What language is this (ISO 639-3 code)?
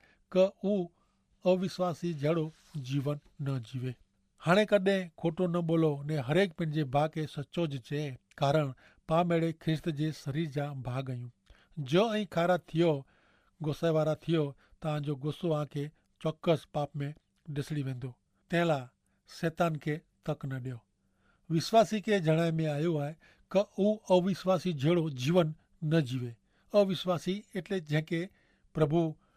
kfr